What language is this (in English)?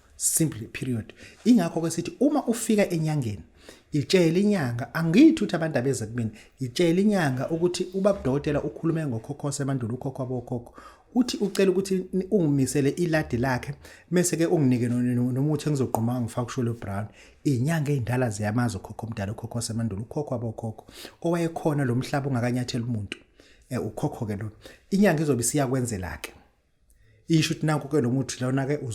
Zulu